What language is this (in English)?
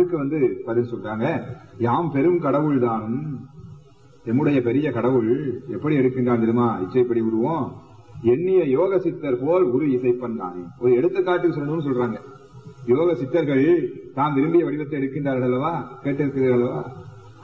Tamil